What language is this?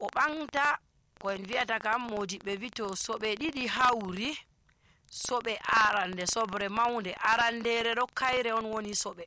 Nigerian Fulfulde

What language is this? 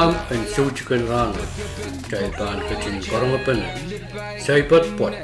Pohnpeian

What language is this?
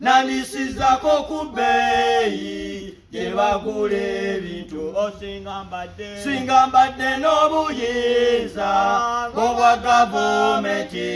Ganda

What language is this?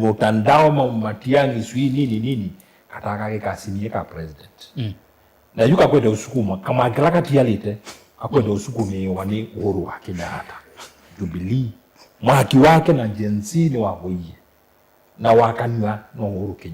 Kamba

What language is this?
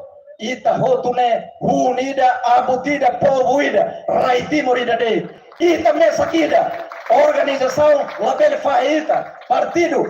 Tetum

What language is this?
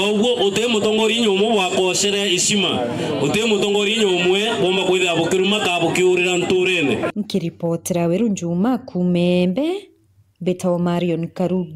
Meru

